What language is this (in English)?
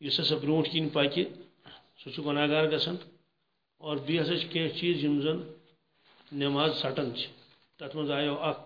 Kashmiri